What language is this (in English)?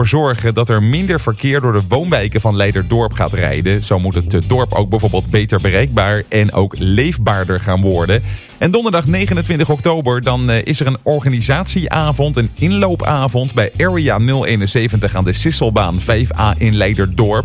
Dutch